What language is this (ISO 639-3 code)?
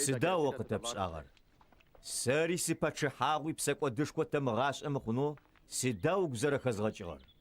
ady